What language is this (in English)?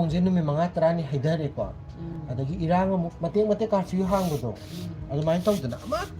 Manipuri